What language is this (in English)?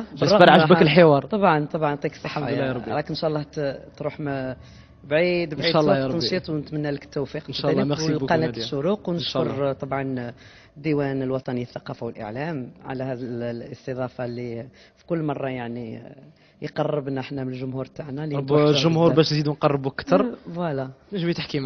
Algerian Arabic